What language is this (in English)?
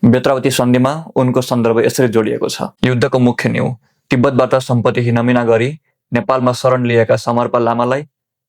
Nepali